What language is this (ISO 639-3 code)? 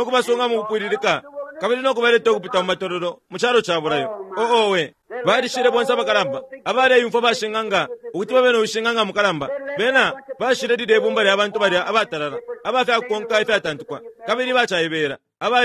bem